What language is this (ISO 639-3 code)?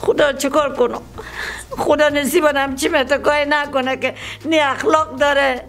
fas